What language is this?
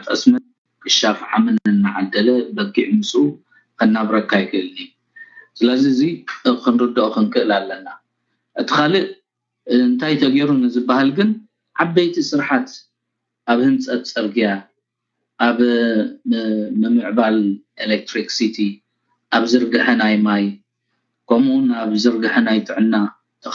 Tigrinya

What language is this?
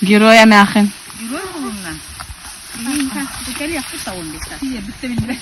Yakut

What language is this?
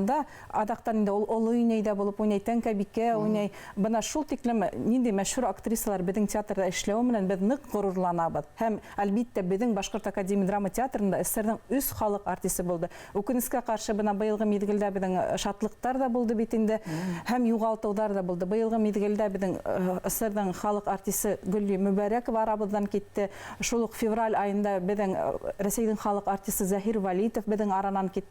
Bashkir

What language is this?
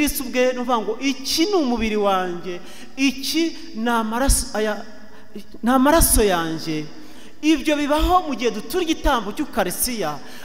Kinyarwanda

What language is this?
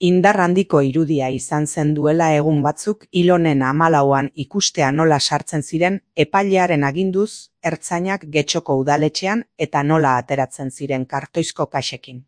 Basque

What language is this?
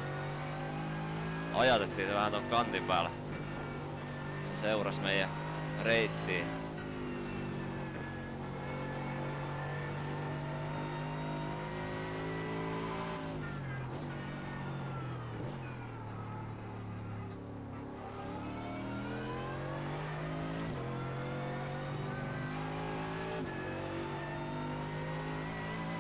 Finnish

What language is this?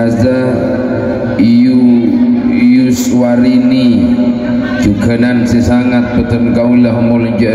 Madurese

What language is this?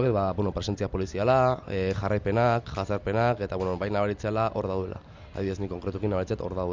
Basque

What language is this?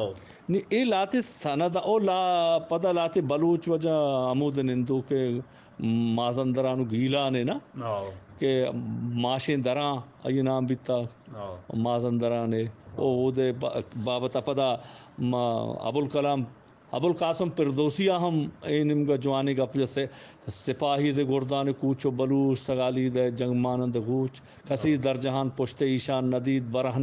Eastern Balochi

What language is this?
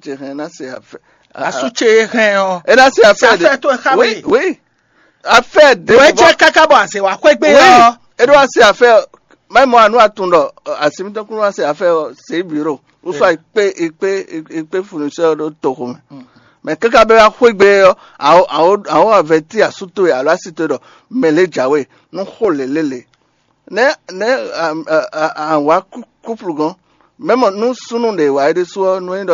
Fon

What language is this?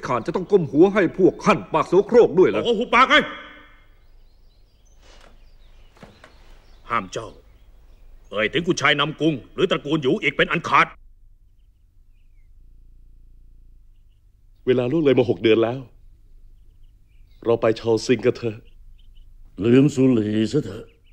Thai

